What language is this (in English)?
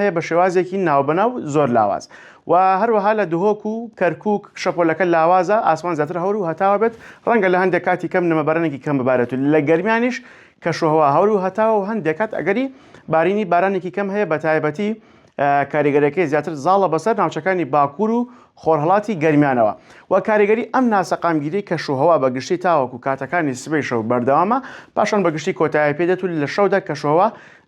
Central Kurdish